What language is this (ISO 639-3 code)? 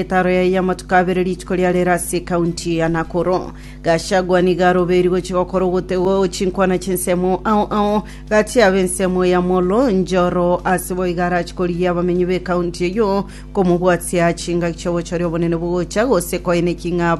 guz